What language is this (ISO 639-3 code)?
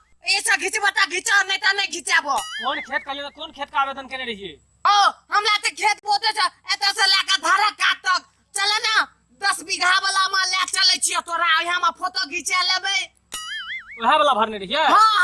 mai